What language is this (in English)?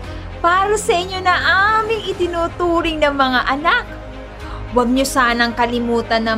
Filipino